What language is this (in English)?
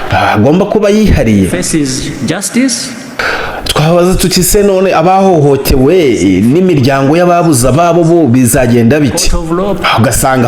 Kinyarwanda